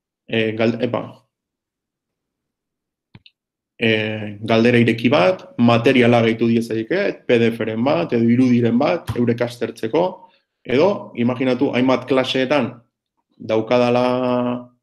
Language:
Basque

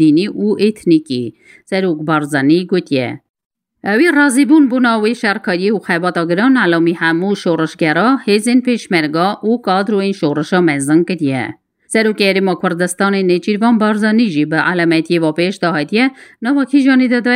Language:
Kurdish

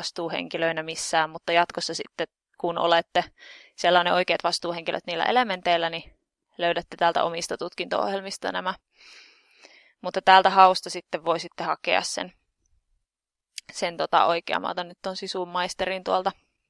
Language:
Finnish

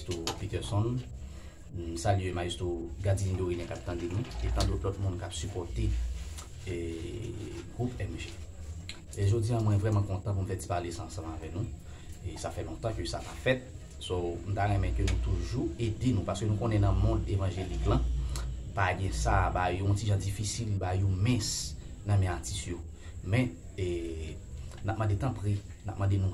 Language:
Haitian Creole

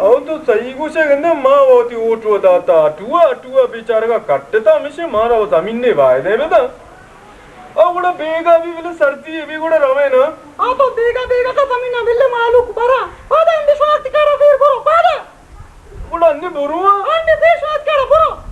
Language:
Baluchi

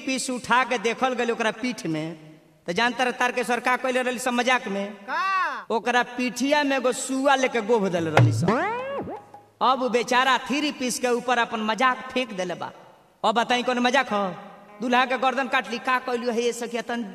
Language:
Bhojpuri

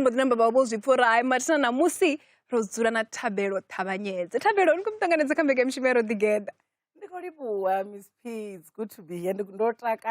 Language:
Venda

